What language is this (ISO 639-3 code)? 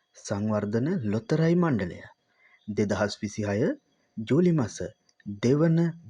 sin